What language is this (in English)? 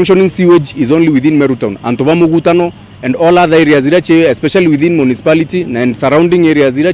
Meru